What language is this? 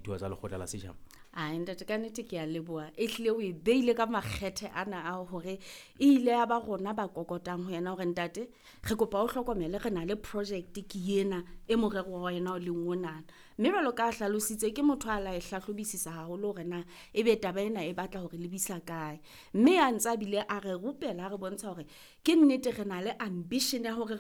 Southern Sotho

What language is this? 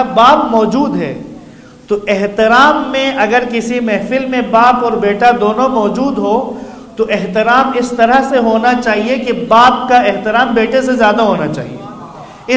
Urdu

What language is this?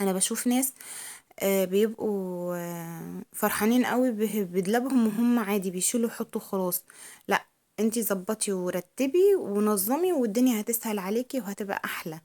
Egyptian Arabic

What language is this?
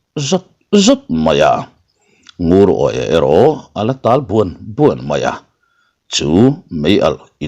Mizo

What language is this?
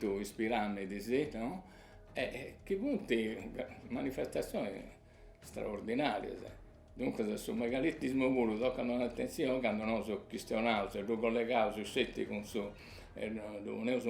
Sardinian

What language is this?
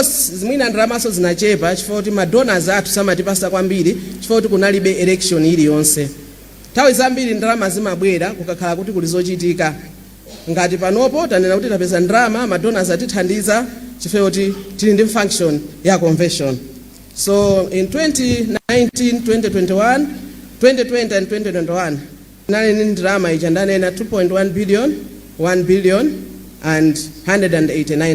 Nyanja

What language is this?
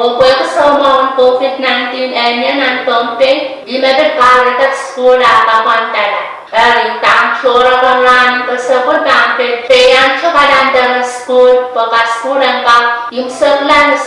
Pohnpeian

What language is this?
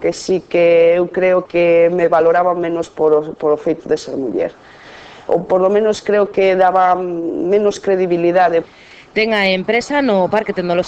Galician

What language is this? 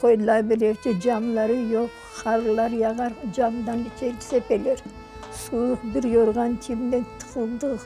Crimean Tatar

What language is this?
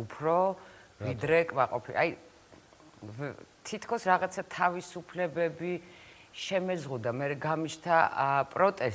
Georgian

